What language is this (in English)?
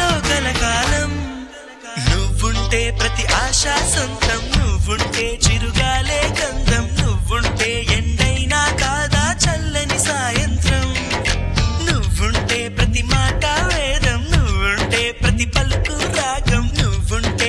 Telugu